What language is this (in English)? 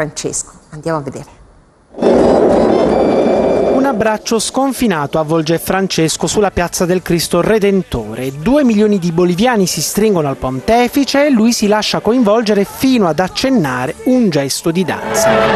Italian